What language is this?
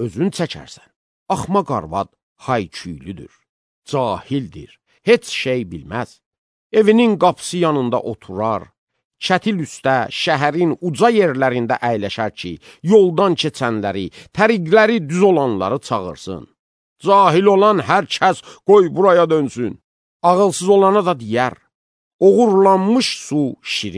Azerbaijani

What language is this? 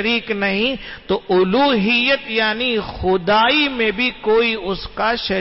Urdu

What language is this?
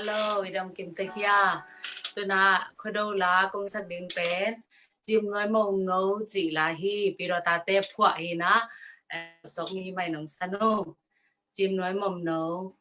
Tedim Chin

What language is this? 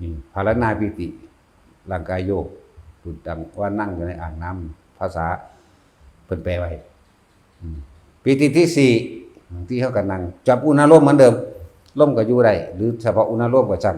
Northeastern Thai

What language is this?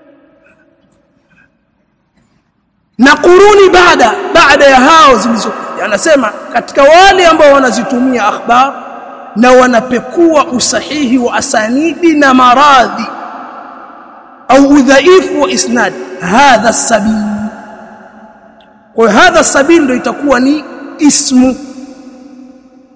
Swahili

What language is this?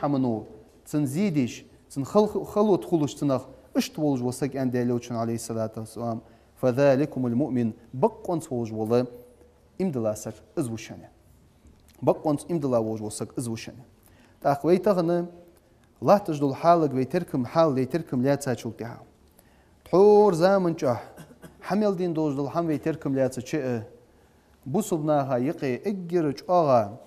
Ingush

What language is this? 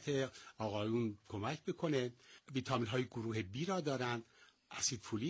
Persian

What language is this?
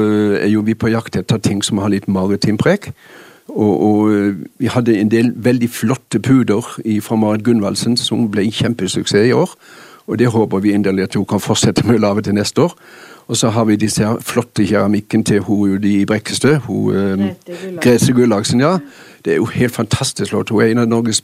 Norwegian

